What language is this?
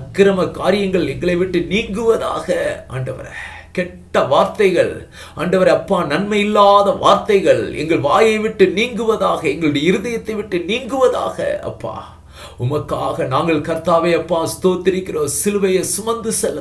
Tamil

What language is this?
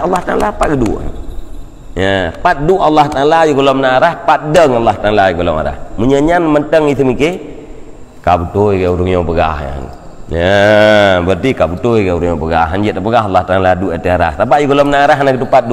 Achinese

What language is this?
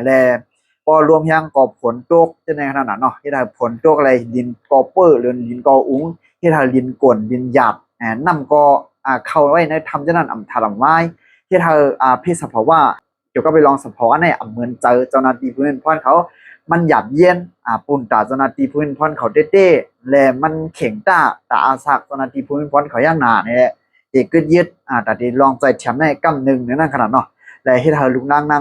Shan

